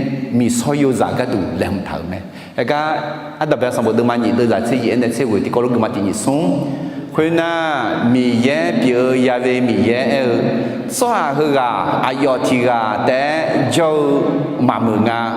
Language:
Akha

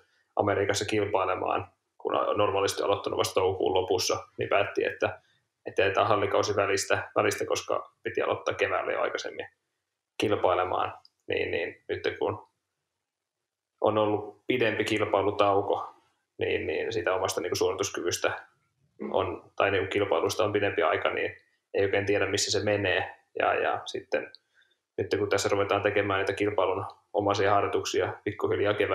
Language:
Finnish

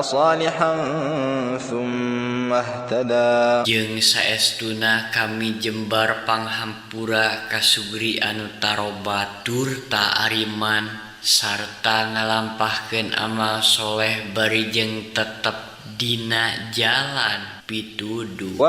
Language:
Sundanese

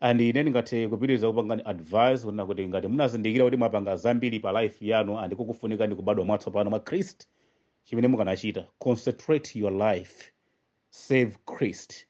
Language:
Nyanja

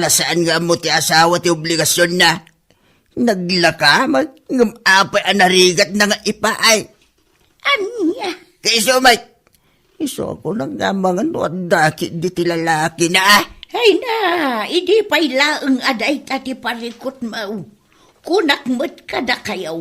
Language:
Iloko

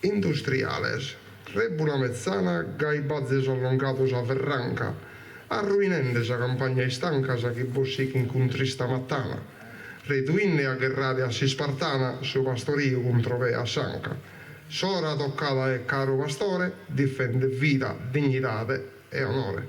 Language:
Sardinian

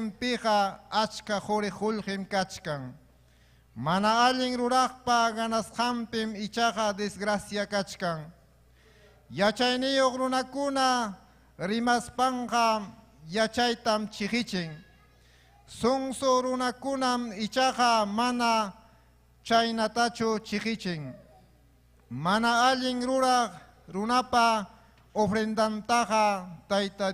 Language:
Ayacucho Quechua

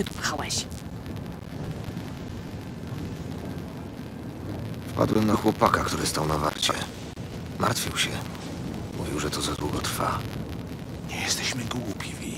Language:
Polish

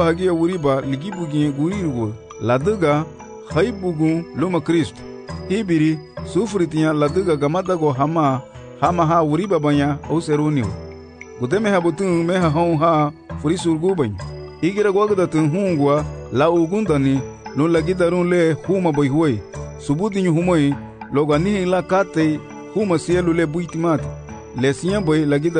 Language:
Garifuna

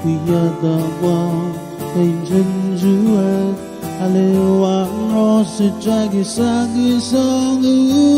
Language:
Pohnpeian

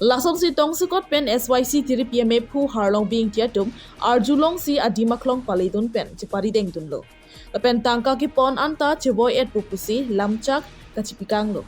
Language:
Karbi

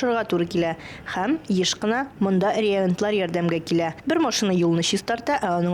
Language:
Tatar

